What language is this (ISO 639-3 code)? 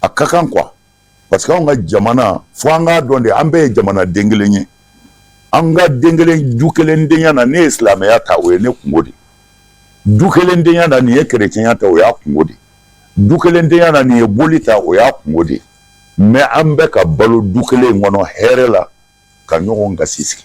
bam